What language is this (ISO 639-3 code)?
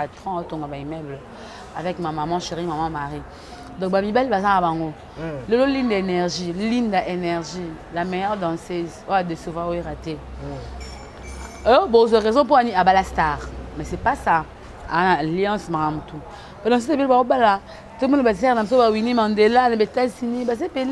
lin